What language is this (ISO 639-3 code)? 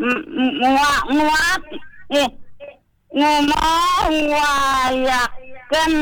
ban